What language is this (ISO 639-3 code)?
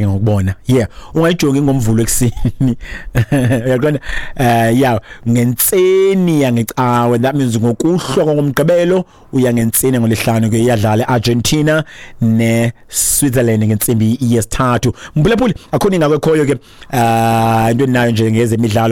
xho